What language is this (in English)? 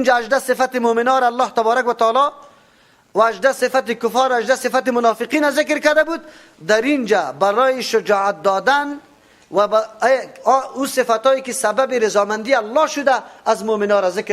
Persian